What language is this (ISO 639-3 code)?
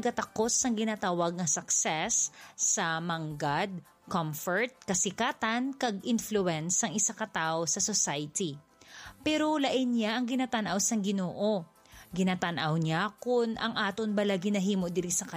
hil